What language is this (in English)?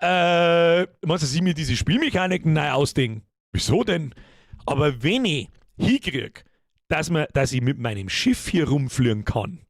Bavarian